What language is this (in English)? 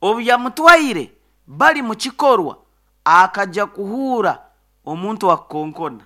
Nyoro